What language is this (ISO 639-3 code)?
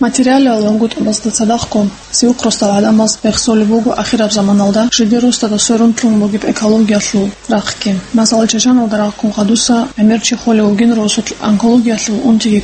ava